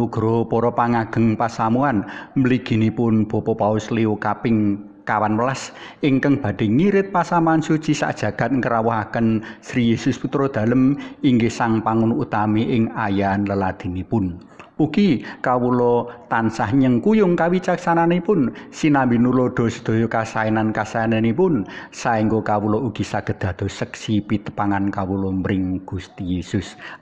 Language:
Javanese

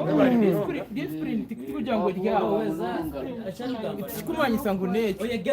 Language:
Nyankole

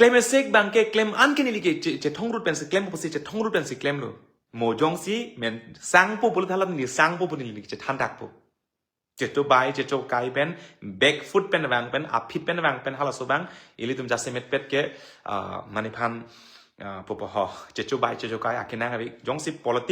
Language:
Karbi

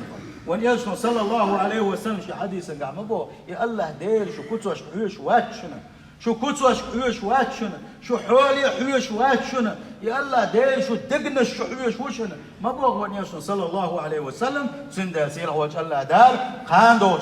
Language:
Chechen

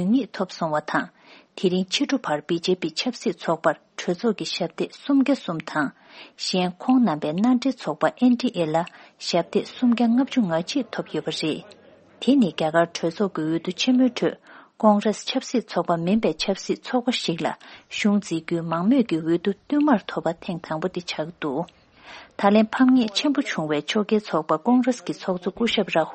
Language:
Tibetan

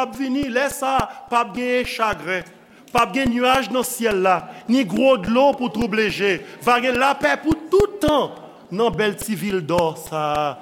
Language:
Haitian Creole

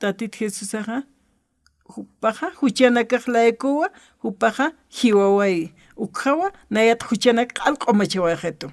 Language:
Aymara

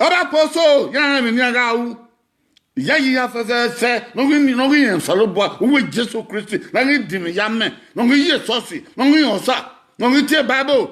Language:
Bini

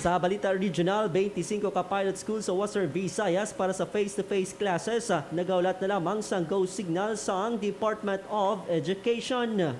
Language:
Hiligaynon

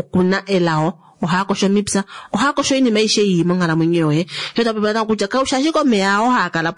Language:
Kuanyama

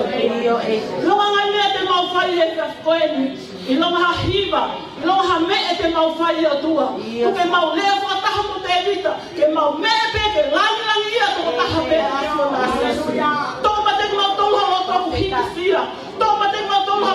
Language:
Tongan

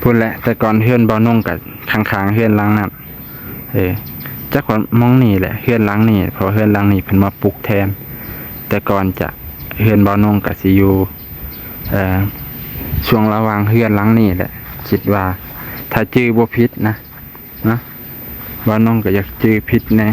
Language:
Lao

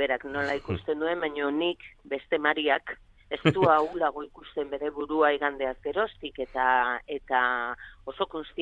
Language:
Basque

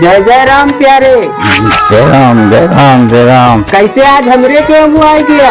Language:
Awadhi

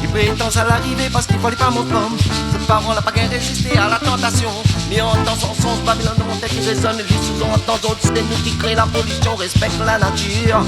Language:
Réunion Creole French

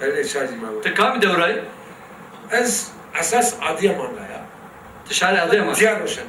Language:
Zaza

